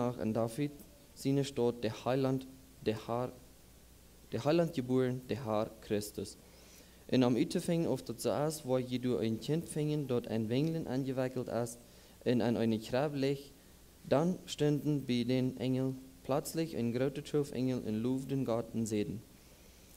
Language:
Plautdietsch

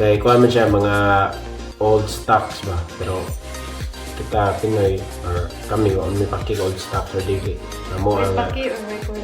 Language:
Cebuano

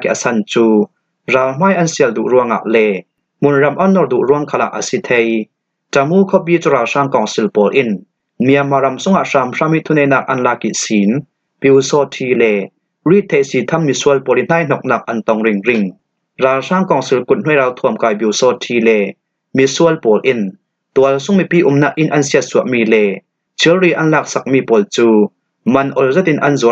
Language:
Falam Chin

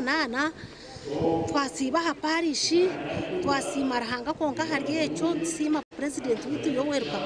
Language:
Nyankole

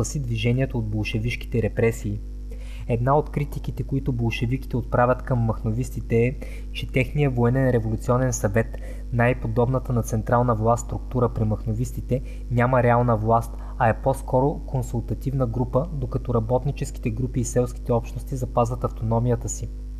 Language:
Bulgarian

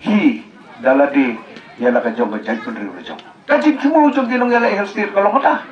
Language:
Khasi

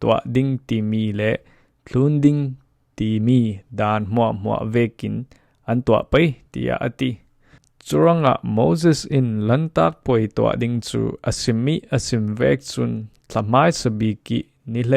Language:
Falam Chin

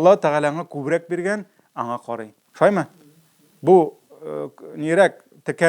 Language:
Tatar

